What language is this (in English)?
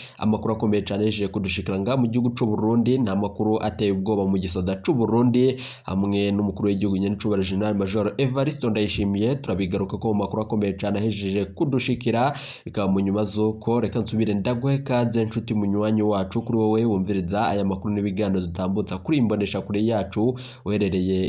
Rundi